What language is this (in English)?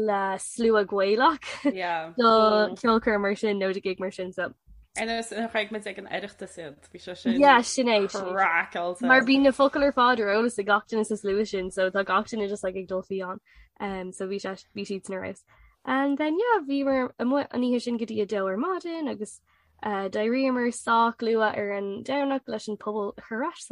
Irish